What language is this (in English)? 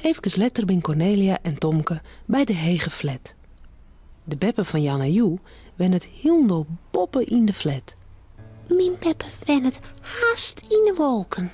Western Frisian